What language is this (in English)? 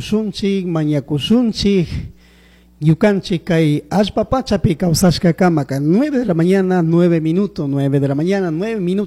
Chimborazo Highland Quichua